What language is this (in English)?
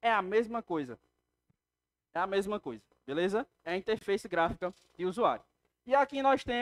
Portuguese